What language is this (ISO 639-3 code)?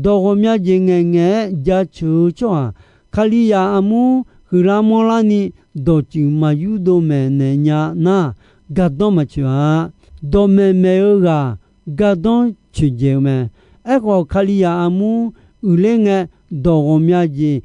ahk